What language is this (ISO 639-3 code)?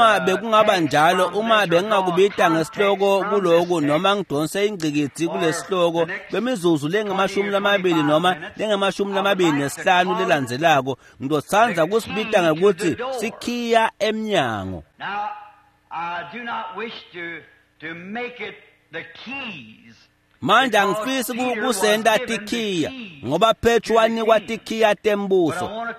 ssw